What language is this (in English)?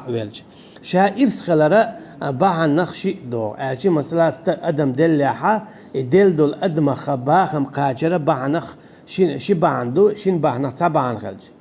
Chechen